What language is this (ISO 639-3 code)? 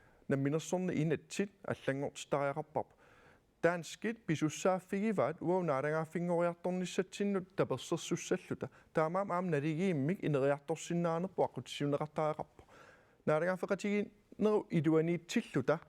kal